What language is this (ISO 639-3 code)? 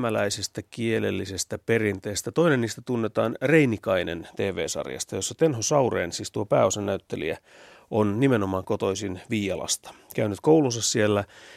fin